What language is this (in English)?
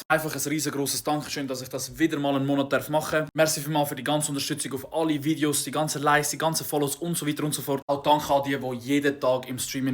Swiss German